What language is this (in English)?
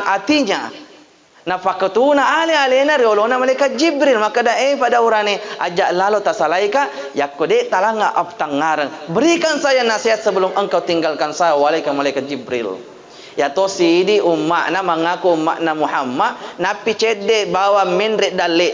Buginese